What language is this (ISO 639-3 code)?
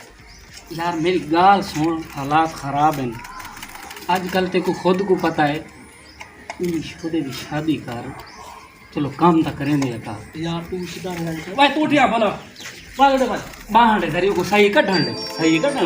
skr